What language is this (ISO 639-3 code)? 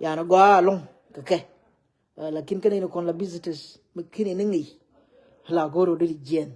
nus